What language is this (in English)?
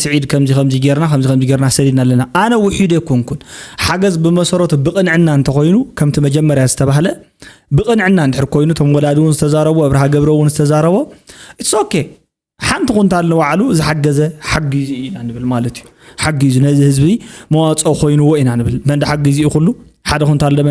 Tigrinya